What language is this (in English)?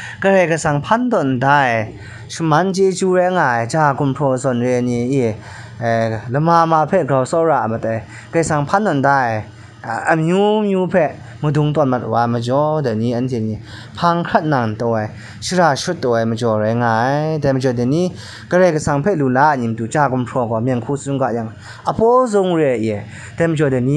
Kachin